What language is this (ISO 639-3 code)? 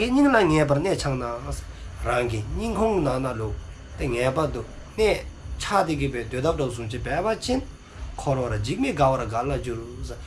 dzo